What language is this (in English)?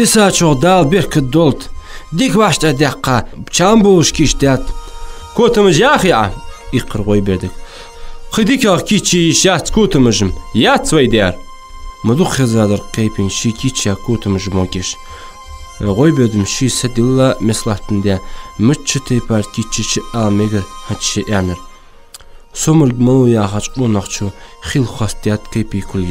Ingush